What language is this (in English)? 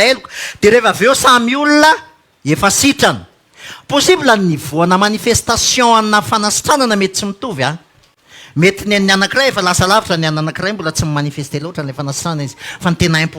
Malagasy